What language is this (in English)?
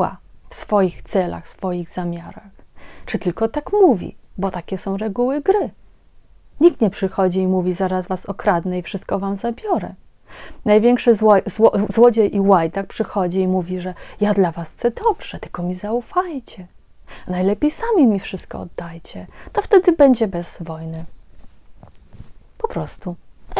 Polish